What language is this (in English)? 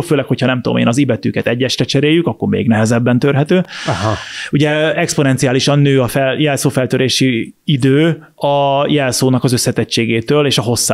Hungarian